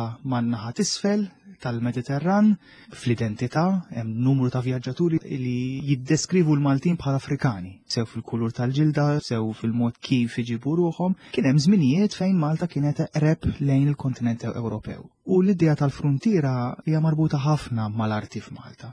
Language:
Maltese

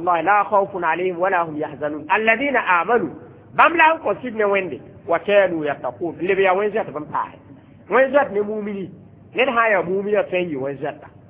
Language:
Mossi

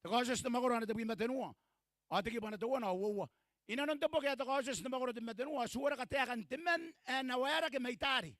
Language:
Gilbertese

